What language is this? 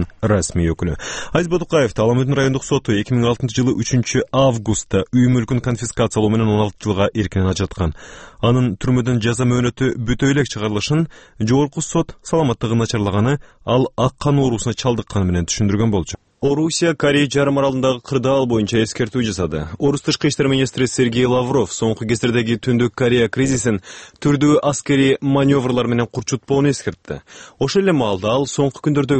Kyrgyz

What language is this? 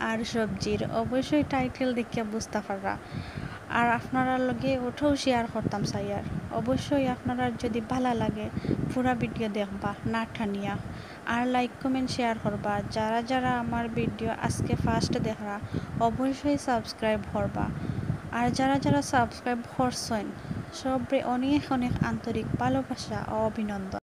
Sylheti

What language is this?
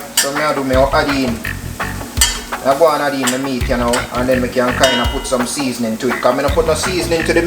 Jamaican Creole English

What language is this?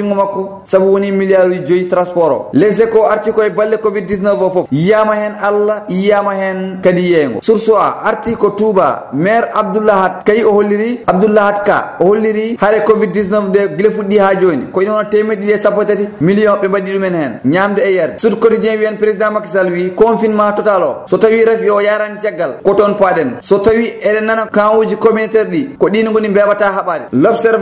Fula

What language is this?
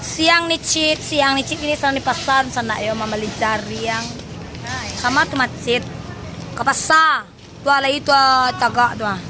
Minangkabau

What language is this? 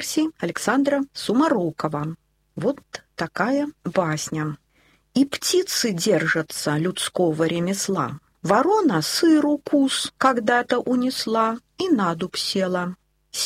Russian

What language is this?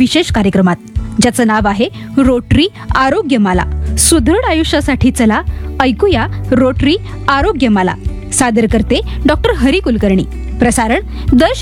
Marathi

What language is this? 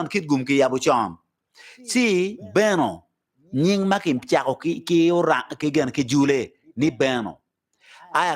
Acoli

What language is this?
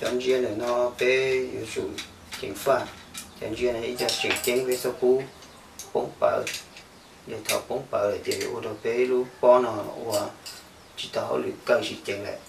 Hmong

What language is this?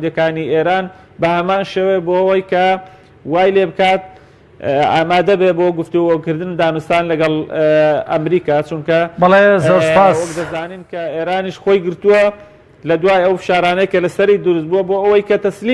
Central Kurdish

